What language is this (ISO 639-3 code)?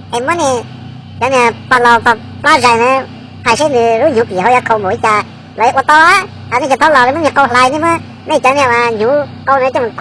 hmn